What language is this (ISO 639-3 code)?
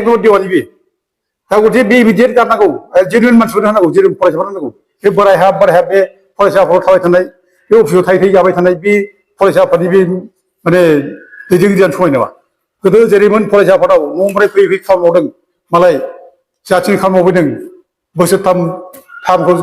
brx